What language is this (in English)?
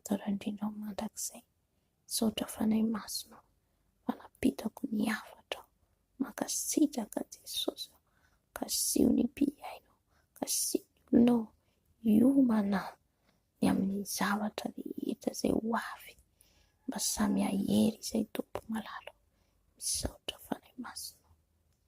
Malagasy